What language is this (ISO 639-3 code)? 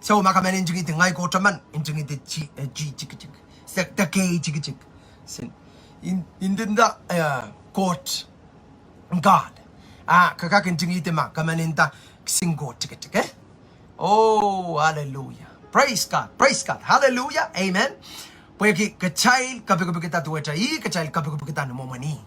pon